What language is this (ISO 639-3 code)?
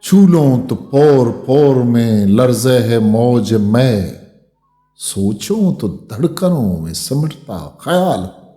bgp